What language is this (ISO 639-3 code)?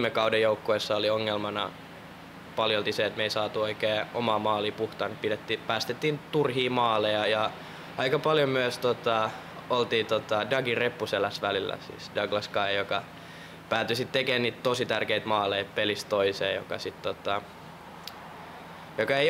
fin